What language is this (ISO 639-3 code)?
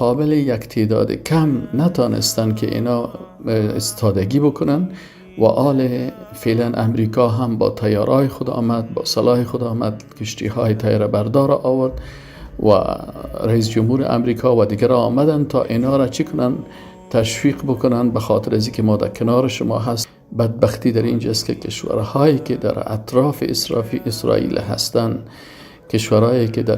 fas